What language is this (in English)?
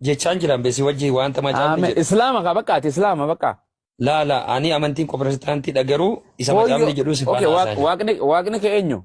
Oromo